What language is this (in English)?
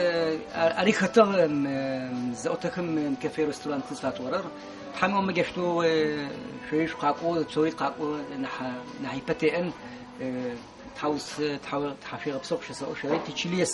Adyghe